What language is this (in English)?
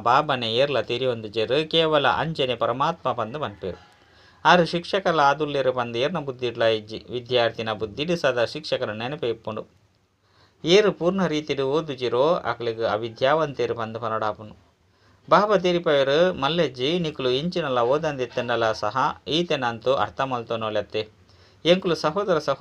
Tulu